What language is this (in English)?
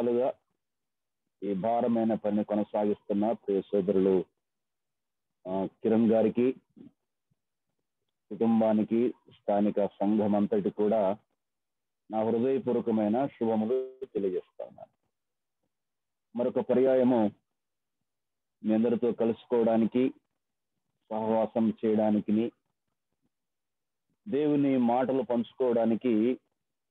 Telugu